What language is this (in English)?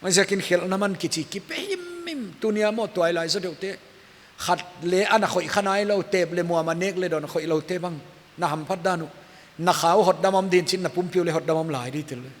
Paite Chin